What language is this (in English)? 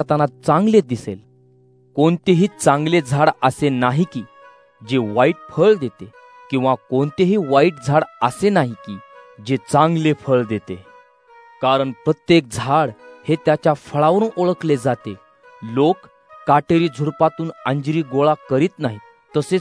Marathi